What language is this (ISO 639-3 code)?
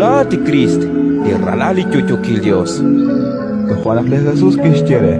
kek